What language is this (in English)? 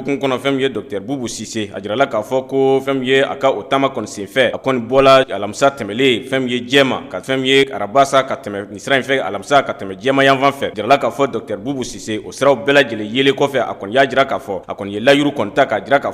Bambara